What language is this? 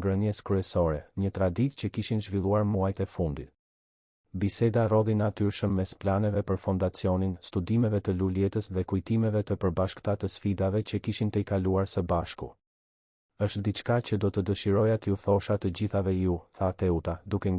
Albanian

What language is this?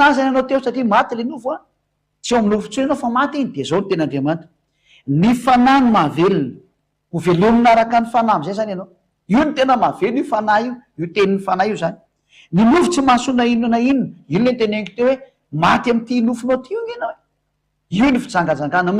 Malagasy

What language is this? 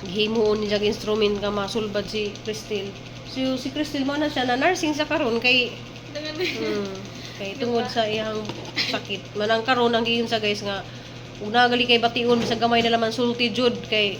Cebuano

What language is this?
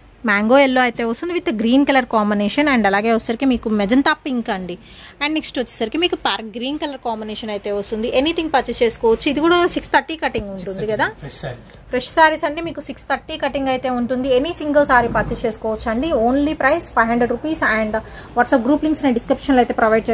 Telugu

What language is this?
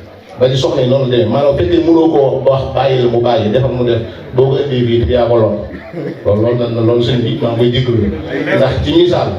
Wolof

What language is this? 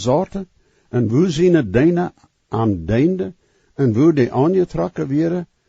Plautdietsch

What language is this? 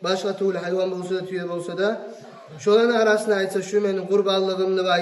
Kumyk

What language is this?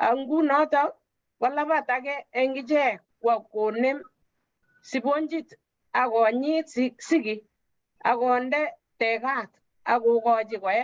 Kalenjin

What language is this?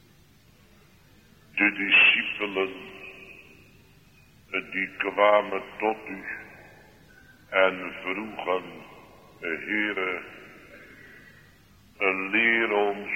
Dutch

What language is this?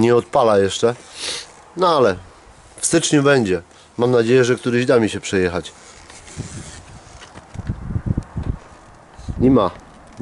Polish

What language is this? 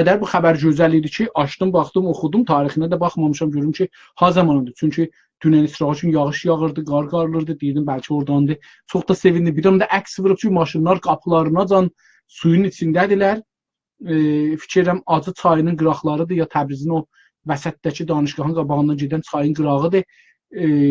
South Azerbaijani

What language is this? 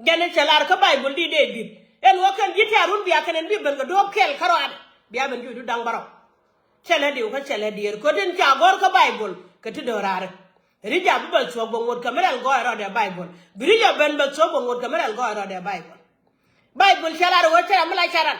Nuer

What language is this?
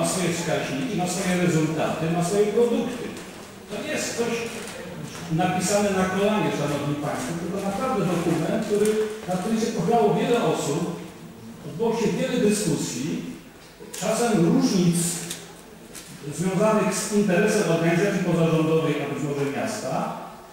Polish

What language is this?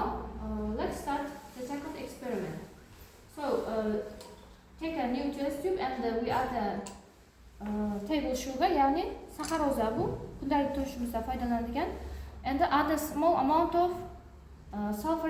Uzbek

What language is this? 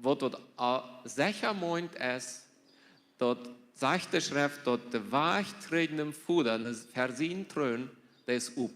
Plautdietsch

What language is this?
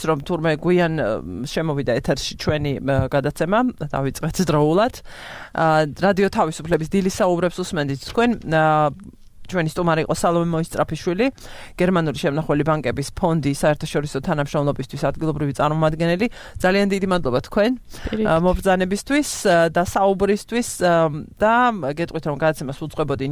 Georgian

